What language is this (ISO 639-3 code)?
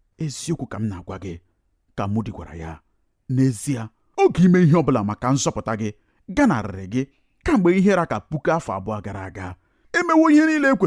ibo